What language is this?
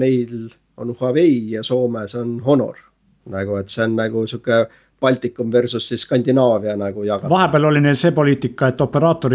Estonian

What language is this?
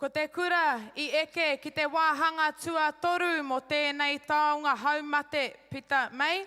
Māori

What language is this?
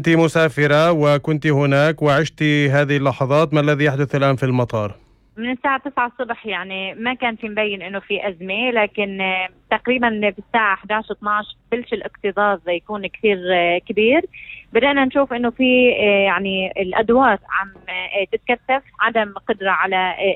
North Levantine Arabic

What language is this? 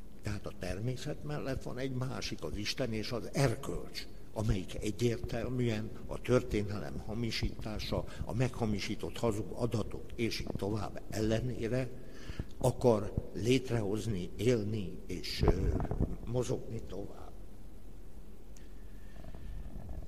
Hungarian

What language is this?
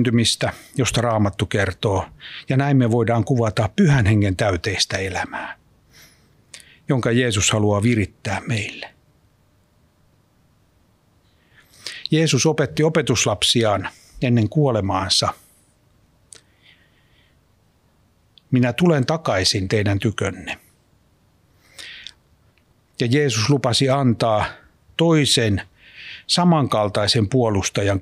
Finnish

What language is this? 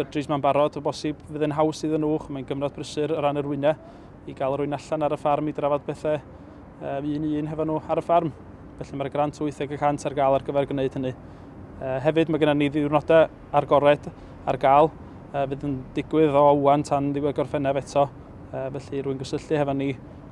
Welsh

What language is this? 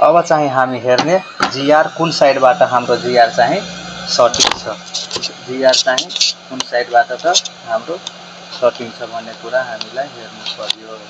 Nepali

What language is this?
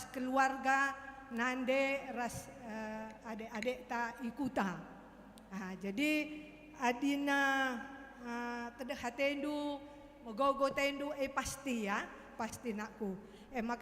Batak Karo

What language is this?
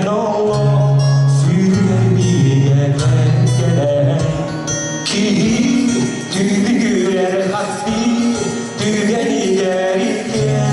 Yakut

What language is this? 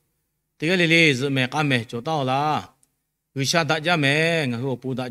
Lahu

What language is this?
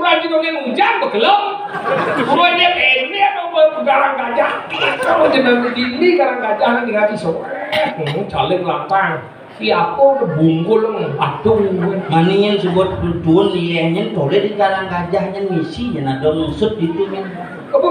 Balinese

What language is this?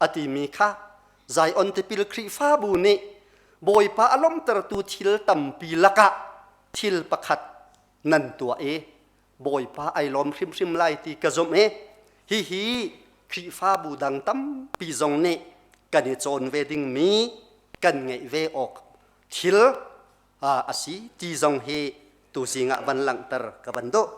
Hakha Chin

